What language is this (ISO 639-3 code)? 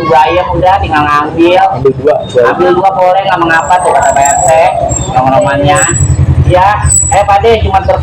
bew